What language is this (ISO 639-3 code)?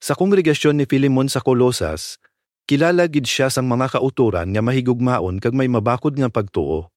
hil